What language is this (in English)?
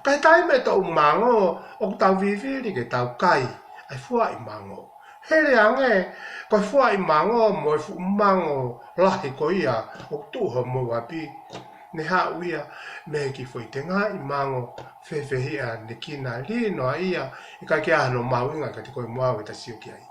Tongan